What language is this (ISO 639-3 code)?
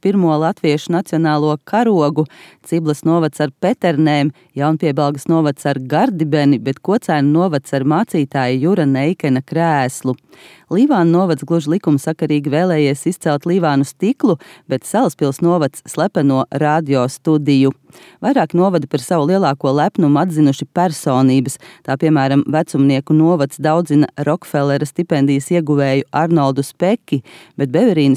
lav